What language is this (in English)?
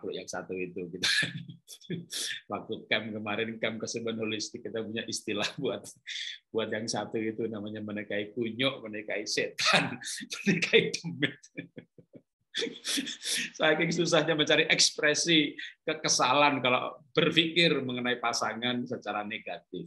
Indonesian